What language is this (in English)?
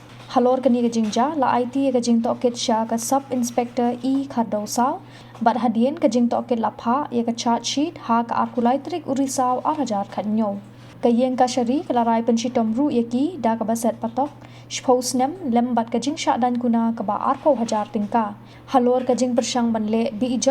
Khasi